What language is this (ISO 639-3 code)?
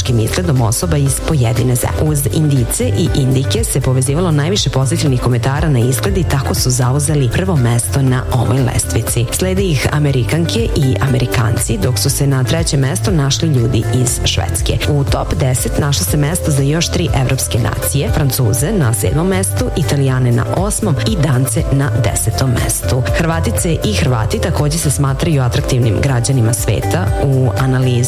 srp